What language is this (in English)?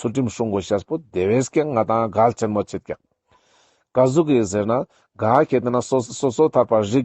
Ladakhi